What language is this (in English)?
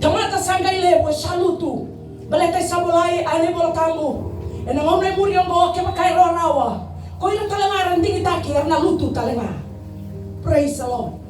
Fijian